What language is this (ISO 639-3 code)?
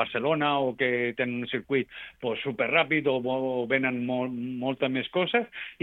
cat